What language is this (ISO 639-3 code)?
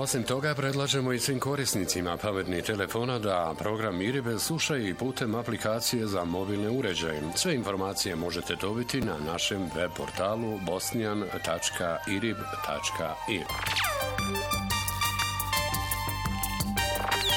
bos